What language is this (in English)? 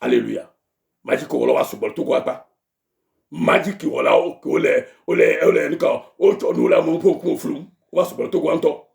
Ewe